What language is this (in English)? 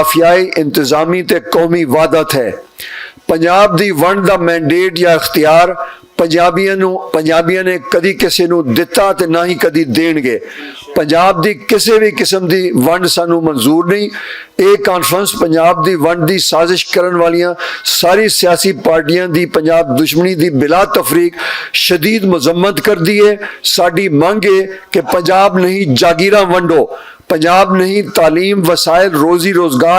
Western Panjabi